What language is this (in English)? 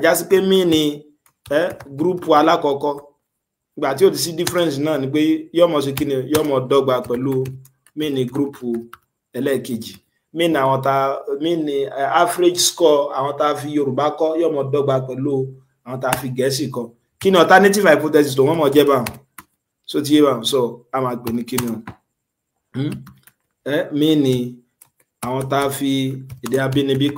Yoruba